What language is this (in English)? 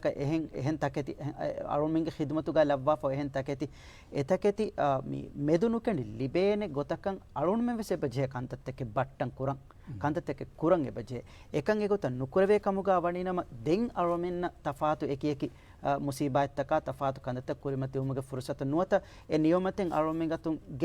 Divehi